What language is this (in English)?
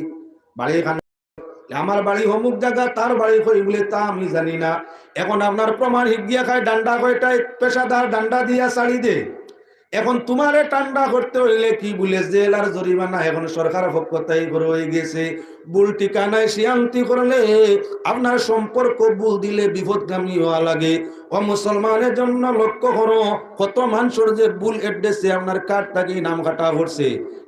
Sylheti